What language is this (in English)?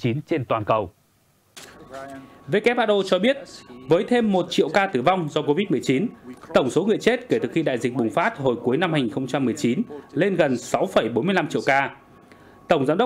Vietnamese